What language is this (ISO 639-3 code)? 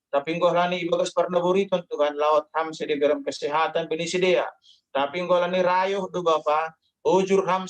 bts